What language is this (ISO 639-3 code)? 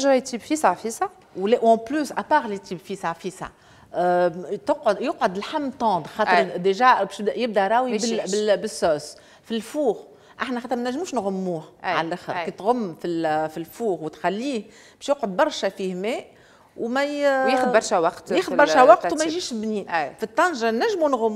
aeb